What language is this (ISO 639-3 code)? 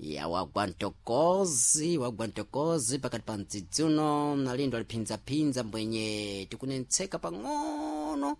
seh